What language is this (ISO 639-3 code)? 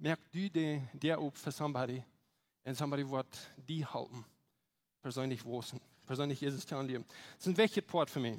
pdt